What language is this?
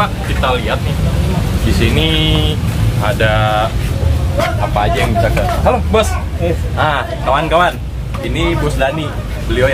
Betawi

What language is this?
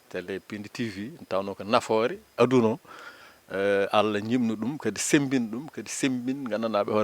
Fula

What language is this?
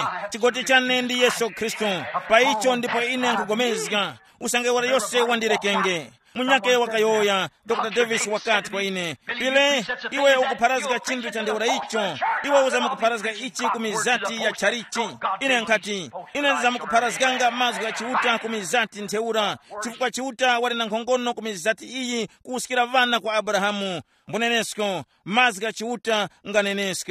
Tumbuka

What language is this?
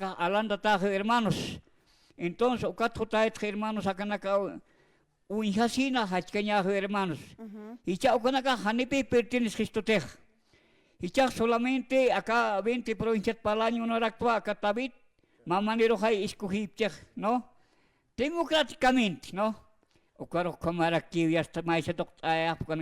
Aymara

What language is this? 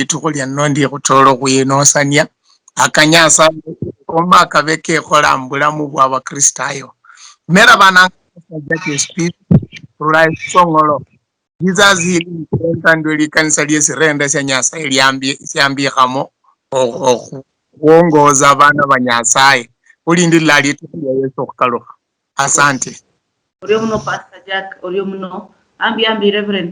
Luyia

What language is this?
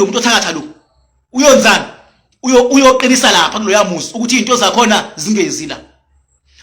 Zulu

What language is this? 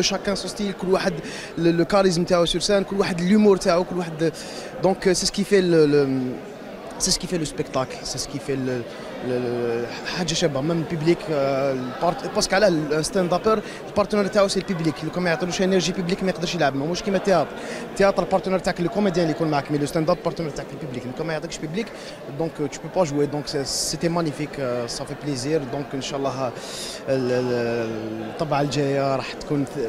Algerian Arabic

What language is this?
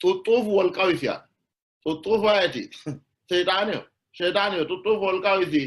Sidamo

